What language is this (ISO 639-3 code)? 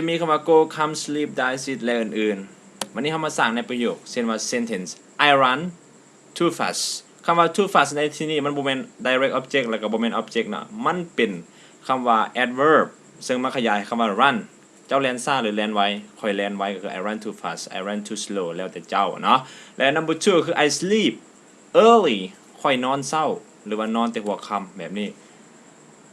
lao